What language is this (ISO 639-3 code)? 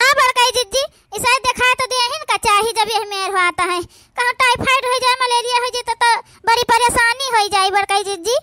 awa